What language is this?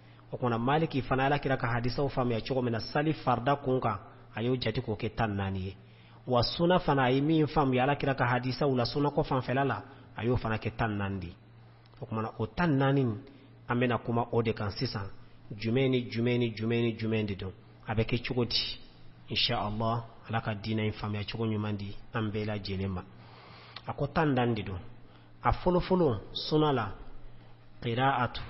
Bambara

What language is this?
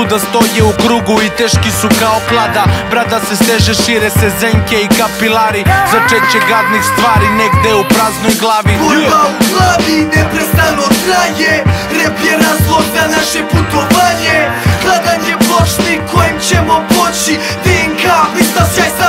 Serbian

